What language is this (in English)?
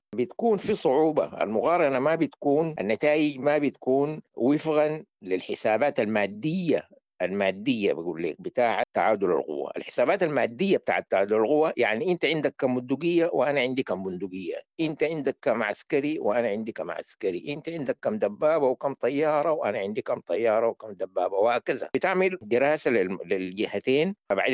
Sudanese Arabic